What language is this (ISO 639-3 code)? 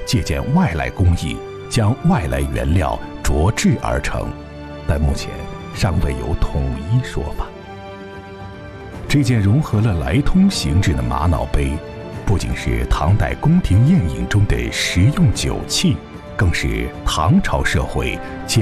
zho